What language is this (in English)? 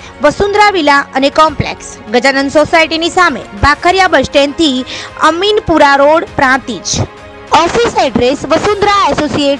Gujarati